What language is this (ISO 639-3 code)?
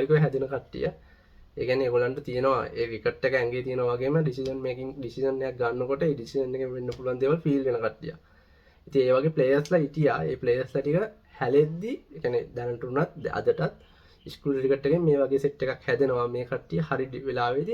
sin